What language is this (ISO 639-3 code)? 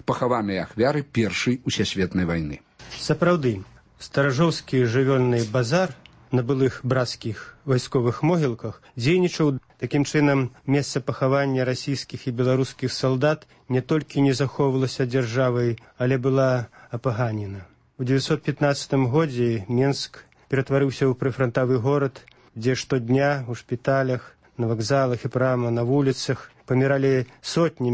bel